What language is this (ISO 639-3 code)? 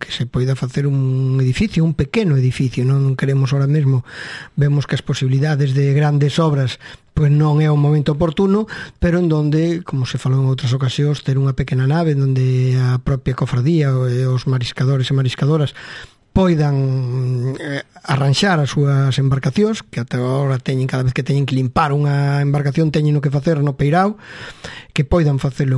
glg